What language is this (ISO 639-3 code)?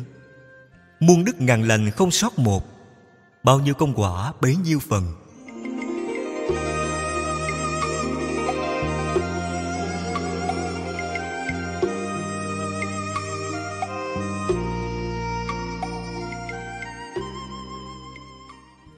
vie